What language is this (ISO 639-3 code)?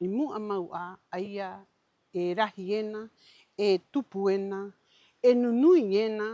rap